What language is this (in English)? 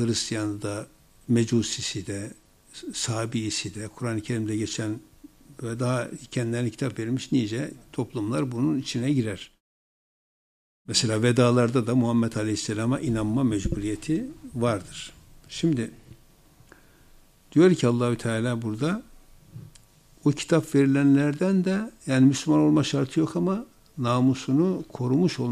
Turkish